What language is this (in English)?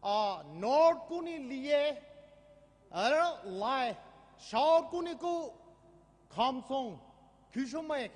Poumei Naga